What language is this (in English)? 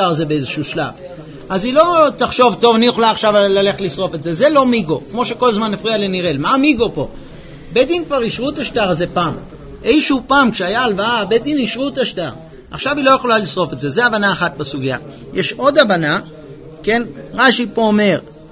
Hebrew